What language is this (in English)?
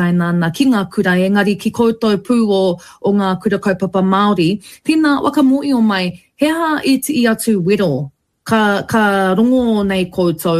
Māori